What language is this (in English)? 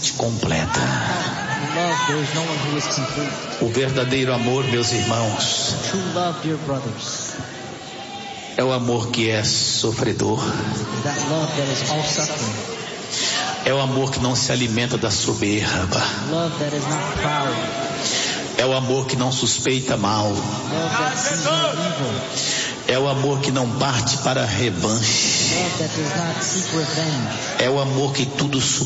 Portuguese